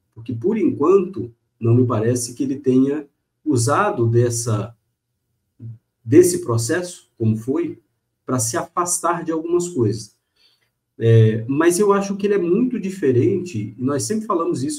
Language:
Portuguese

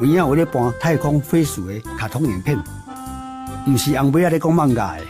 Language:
Min Nan Chinese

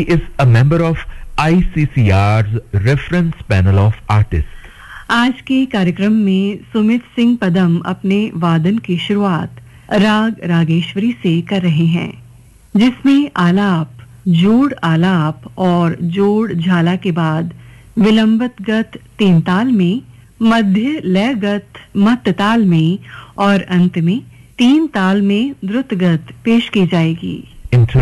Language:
Hindi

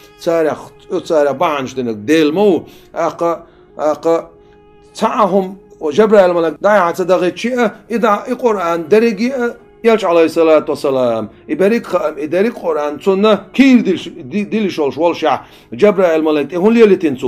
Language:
Chechen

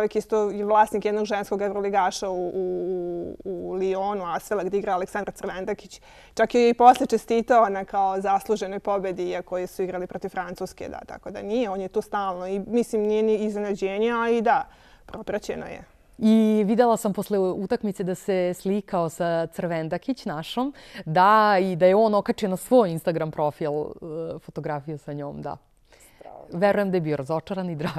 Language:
Serbian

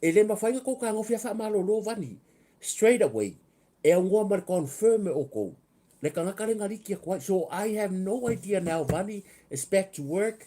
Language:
Samoan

